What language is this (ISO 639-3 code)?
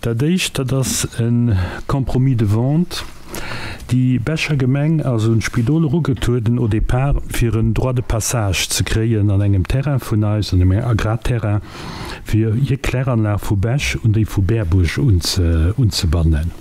ltz